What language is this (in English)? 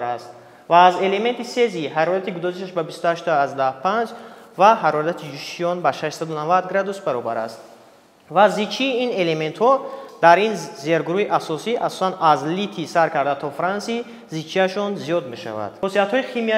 Tajik